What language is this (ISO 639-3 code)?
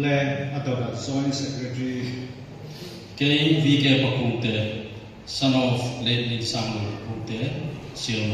hmr